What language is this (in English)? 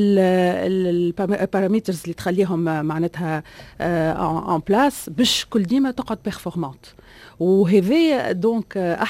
Tunisian Arabic